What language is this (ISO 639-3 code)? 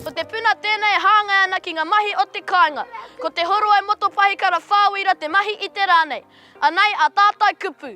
mri